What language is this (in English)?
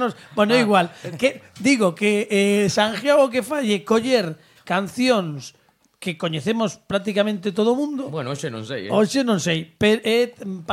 Galician